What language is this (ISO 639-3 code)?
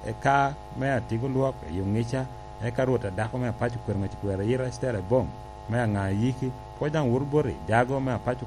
laj